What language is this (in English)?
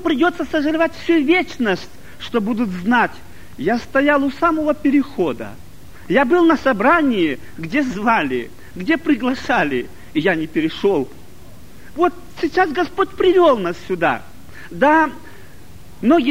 Russian